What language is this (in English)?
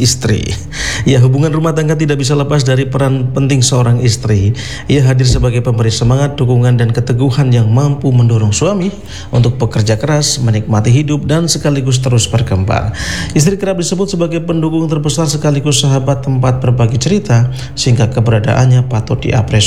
Indonesian